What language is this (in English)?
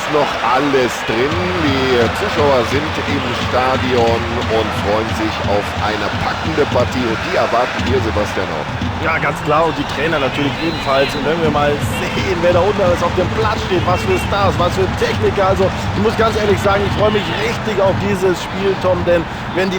Bavarian